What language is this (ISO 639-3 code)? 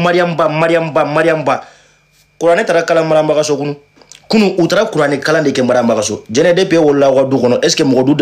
bam